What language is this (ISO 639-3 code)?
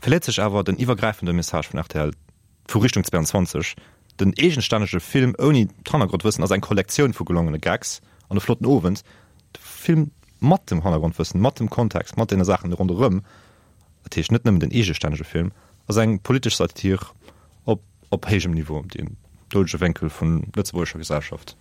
ltz